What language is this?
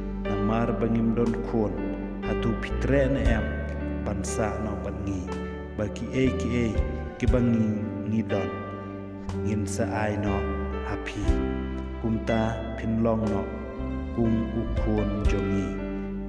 Khasi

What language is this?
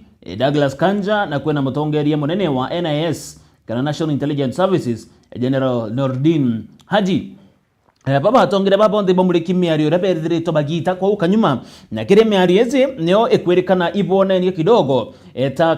Meru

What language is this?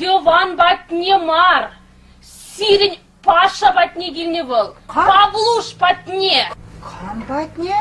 Chuvash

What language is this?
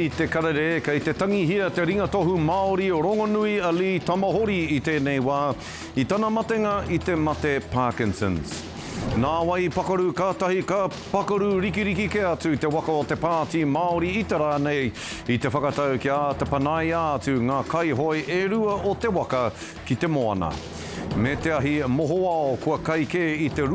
Māori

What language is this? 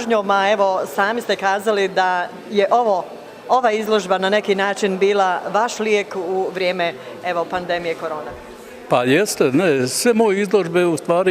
Bosnian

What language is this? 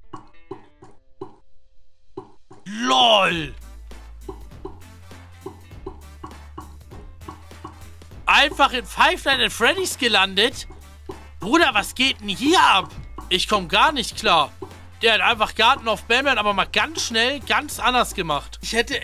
German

